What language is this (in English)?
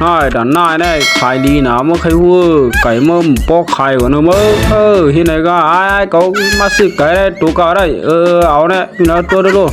Shan